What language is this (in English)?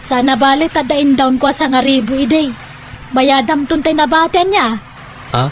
Iloko